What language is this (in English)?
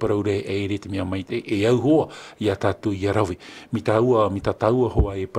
Tahitian